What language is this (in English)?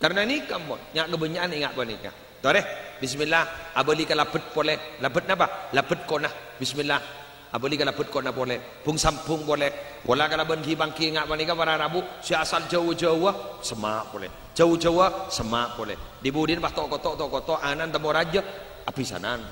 Madurese